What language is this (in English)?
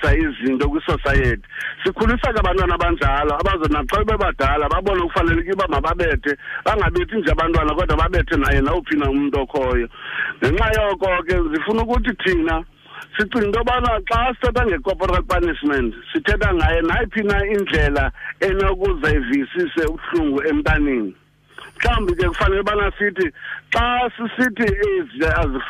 Xhosa